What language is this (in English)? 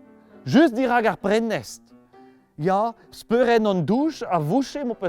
Breton